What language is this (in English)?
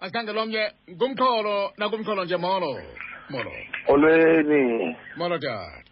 Xhosa